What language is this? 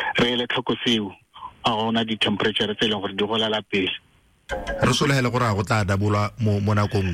Tswana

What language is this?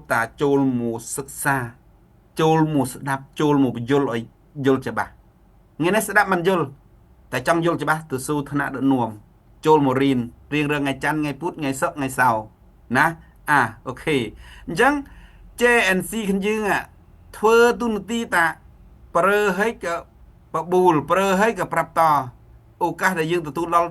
Khmer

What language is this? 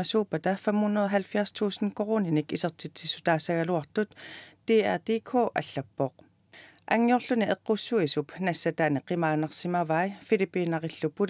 Kalaallisut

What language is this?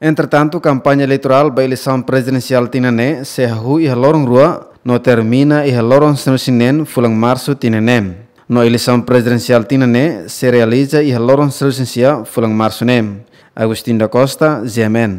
Tetum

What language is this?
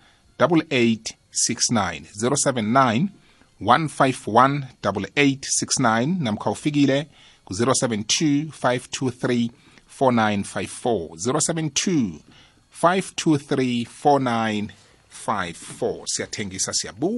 South Ndebele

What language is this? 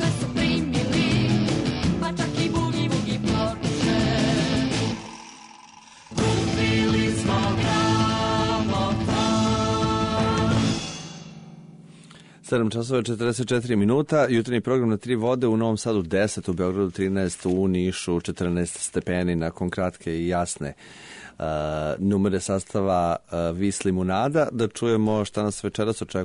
Serbian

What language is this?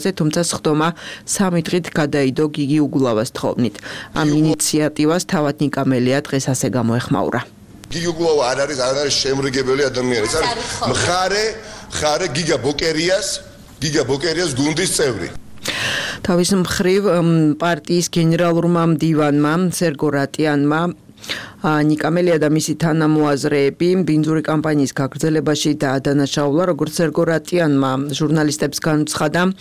Georgian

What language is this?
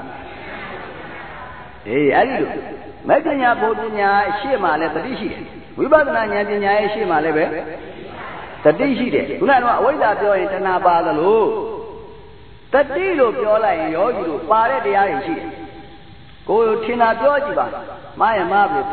Burmese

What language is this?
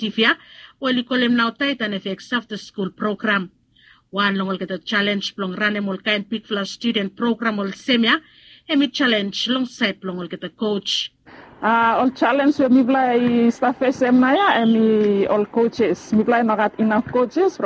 Bislama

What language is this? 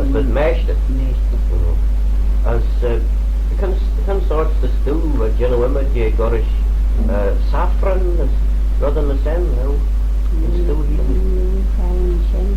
Manx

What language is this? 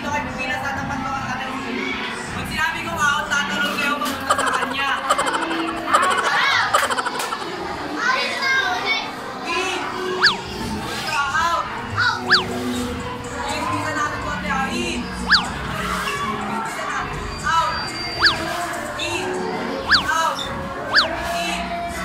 Filipino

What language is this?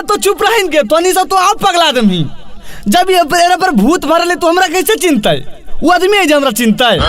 Magahi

